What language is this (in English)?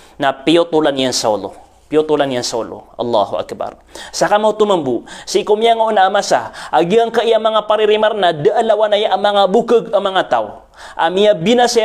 Maranao